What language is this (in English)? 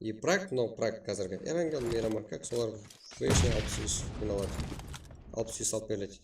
Kara-Kalpak